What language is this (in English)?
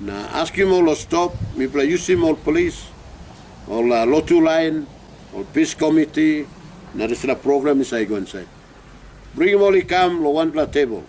Tok Pisin